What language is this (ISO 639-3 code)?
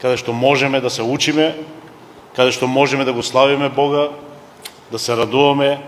mkd